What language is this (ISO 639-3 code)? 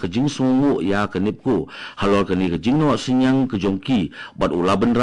kha